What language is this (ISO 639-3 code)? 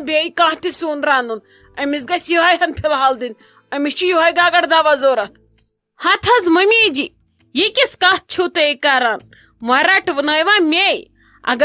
kas